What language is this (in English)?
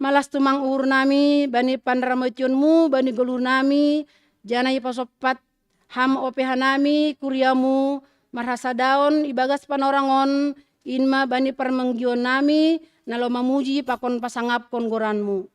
Batak Simalungun